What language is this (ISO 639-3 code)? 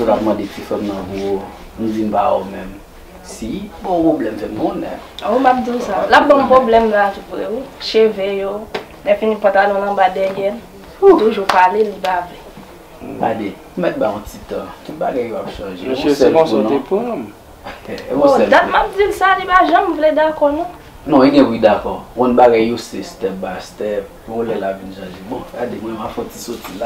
hat